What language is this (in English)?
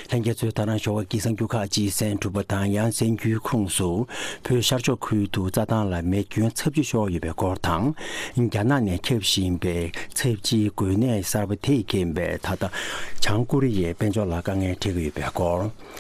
Tibetan